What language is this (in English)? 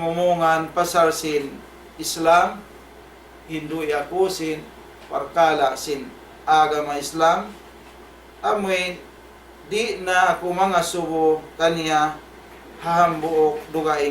Tausug